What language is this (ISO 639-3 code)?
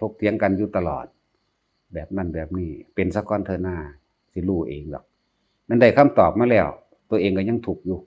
tts